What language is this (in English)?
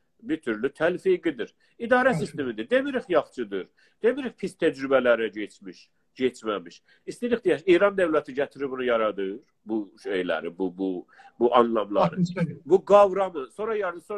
South Azerbaijani